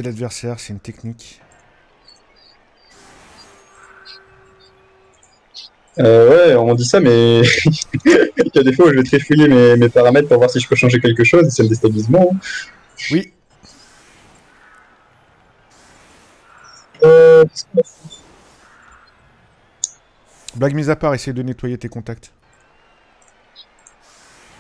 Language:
French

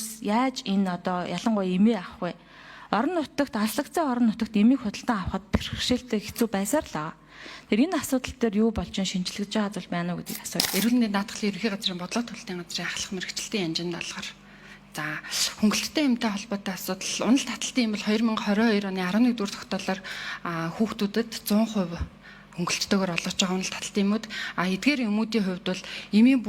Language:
Mongolian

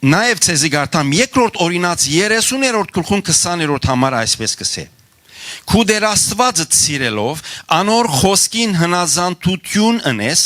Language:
Western Armenian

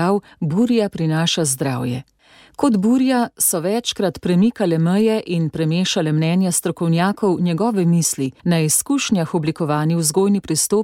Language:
Slovenian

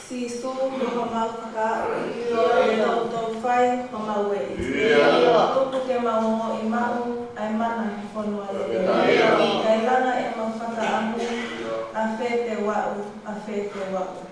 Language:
Tongan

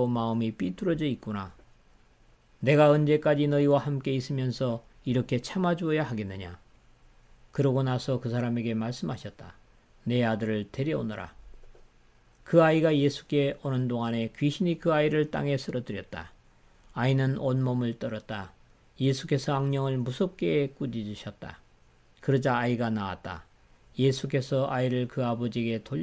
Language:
Korean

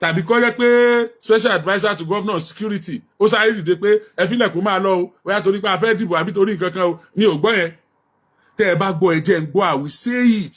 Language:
Yoruba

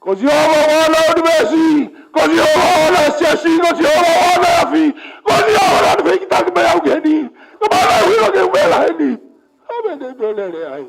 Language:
Tongan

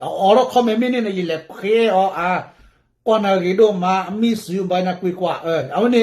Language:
S'gaw Karen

